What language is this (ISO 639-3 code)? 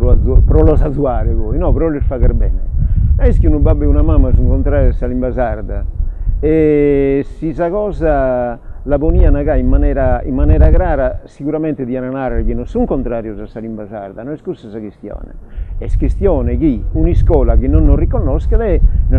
srd